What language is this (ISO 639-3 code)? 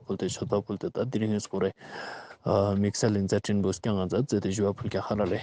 lbj